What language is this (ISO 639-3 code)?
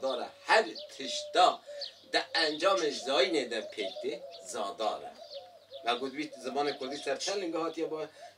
kur